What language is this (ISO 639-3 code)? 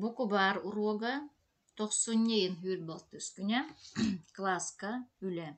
sah